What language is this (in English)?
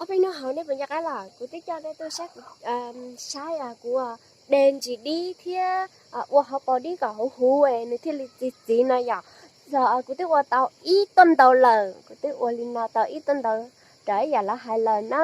Hmong